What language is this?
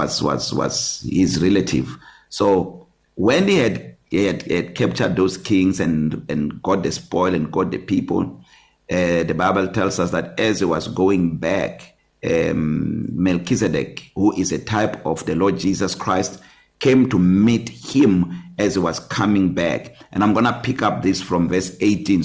English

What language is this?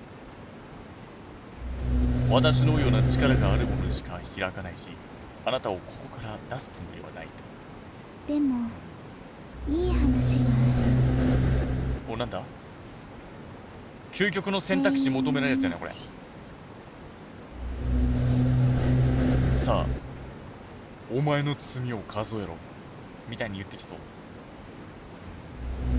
Japanese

